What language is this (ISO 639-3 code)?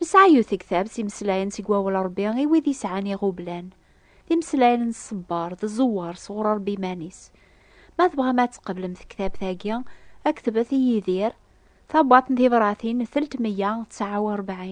kab